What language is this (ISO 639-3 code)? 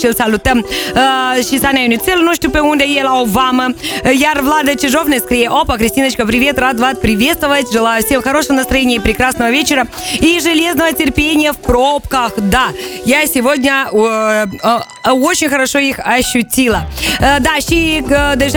ron